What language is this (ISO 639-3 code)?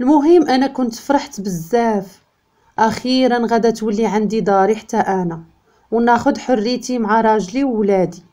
ary